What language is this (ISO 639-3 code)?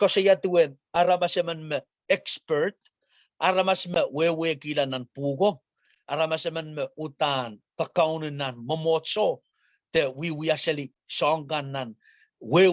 pon